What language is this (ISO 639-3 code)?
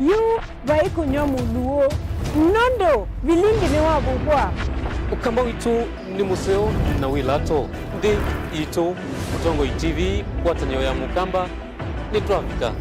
kam